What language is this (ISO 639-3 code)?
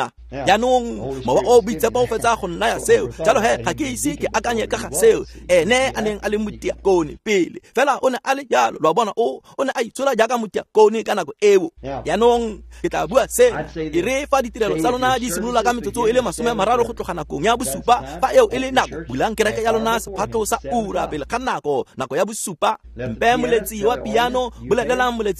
tsn